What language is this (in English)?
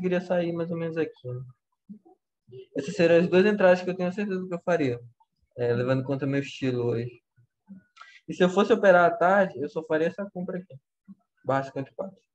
Portuguese